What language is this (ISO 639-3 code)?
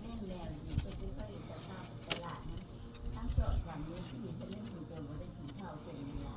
tts